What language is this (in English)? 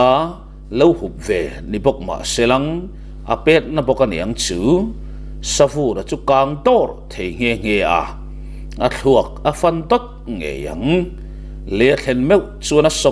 Mizo